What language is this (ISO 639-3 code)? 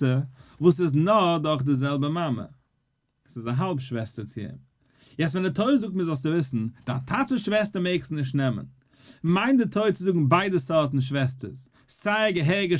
yid